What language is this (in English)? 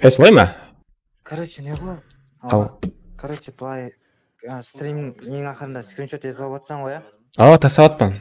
Kara-Kalpak